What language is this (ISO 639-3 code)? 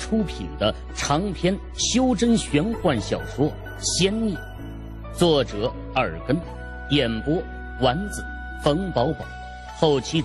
zho